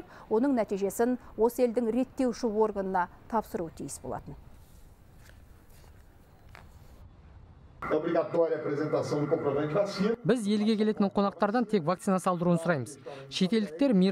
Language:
Kazakh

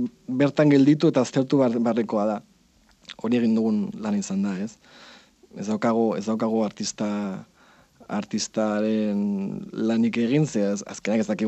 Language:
Basque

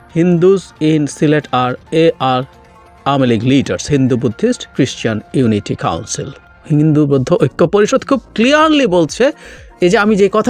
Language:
Bangla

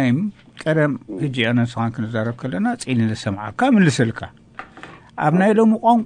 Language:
Tigrinya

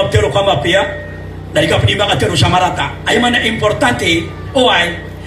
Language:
Maranao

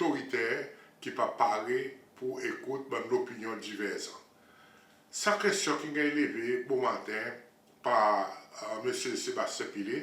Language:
Seselwa Creole French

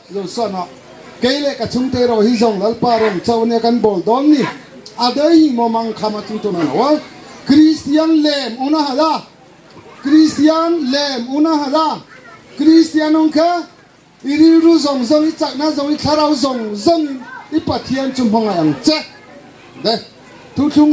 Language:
Riang (India)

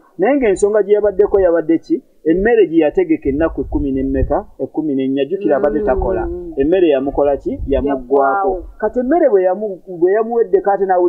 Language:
Ganda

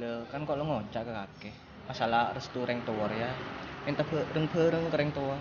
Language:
Madurese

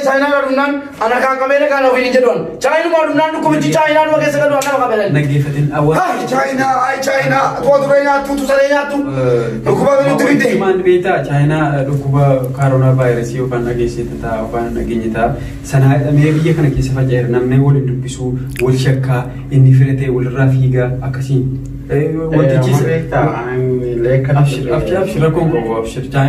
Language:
Oromo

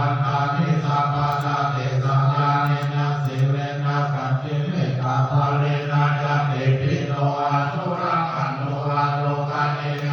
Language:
Pali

